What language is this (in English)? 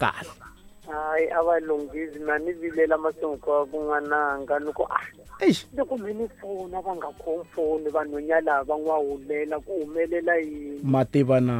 Tsonga